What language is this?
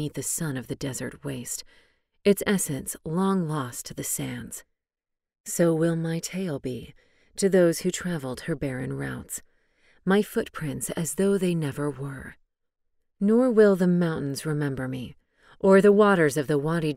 English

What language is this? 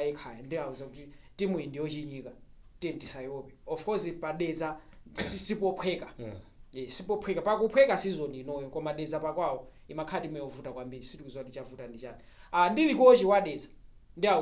Nyanja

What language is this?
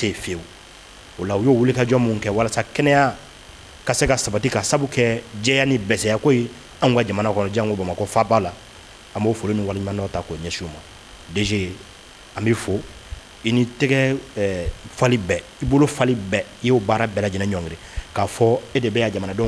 Bambara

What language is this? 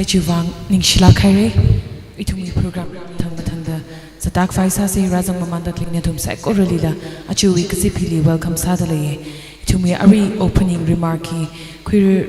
Tangkhul Naga (India)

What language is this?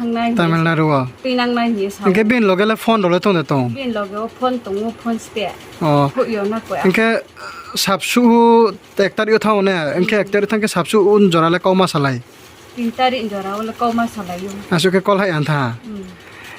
Riang (India)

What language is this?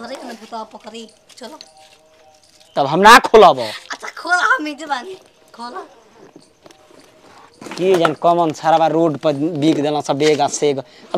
Bhojpuri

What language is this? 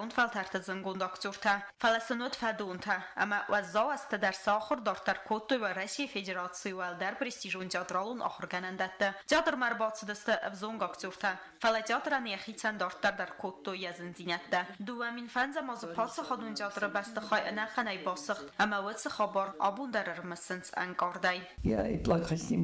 Ossetic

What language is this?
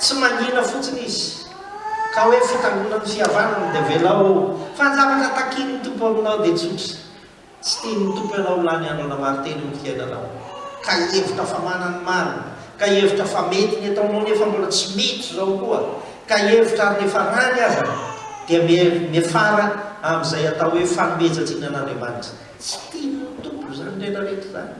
Malagasy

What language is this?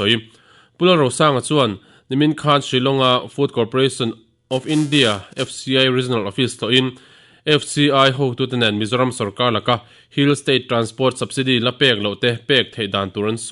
Mizo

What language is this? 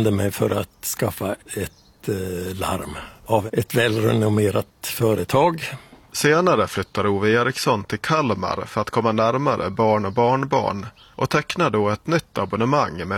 Swedish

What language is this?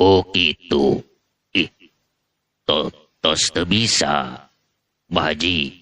Sundanese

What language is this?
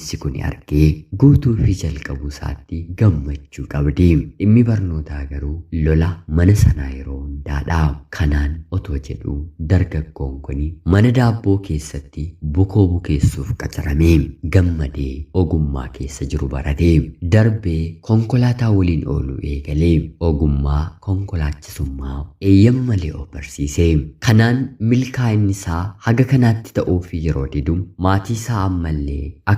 Oromo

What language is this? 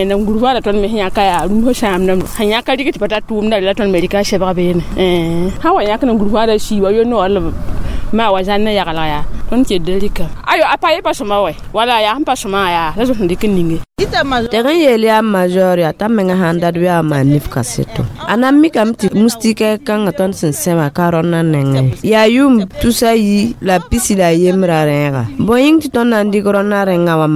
Mossi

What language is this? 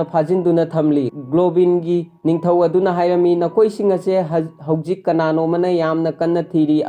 Manipuri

